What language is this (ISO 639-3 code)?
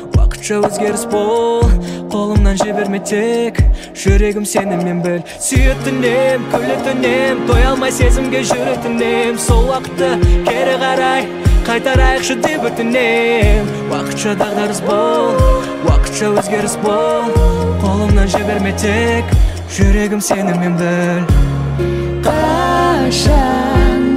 kaz